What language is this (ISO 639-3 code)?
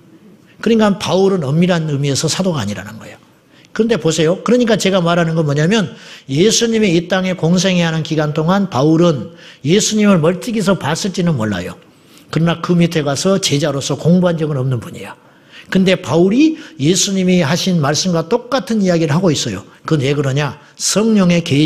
kor